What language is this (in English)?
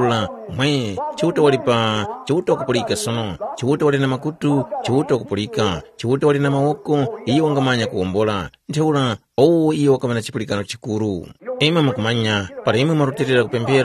Tumbuka